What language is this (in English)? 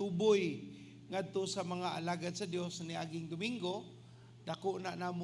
Cebuano